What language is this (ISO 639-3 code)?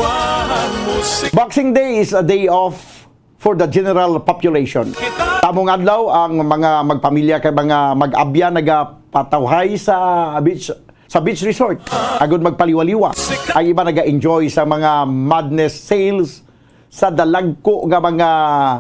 hil